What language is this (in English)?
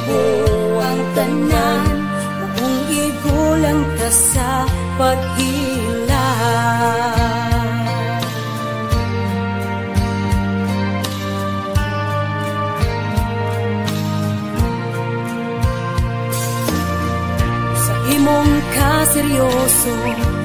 Cebuano